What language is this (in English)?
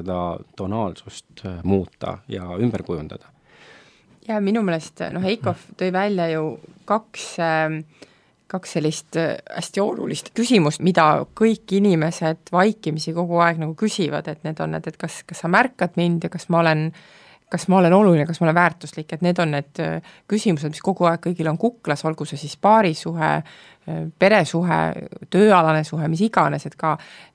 Estonian